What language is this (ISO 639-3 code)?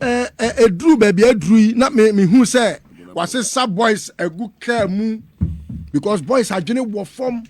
aka